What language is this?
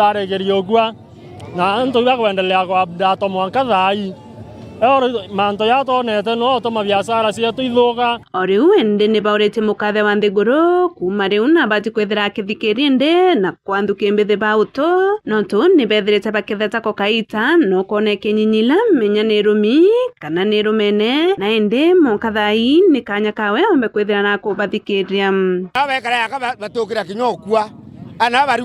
Meru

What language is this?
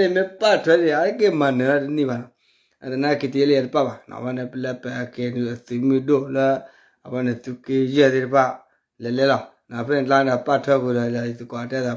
S'gaw Karen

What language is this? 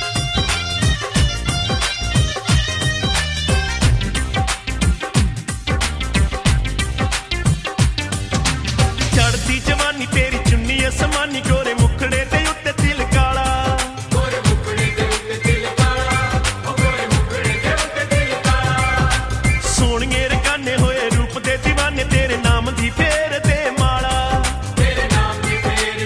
Punjabi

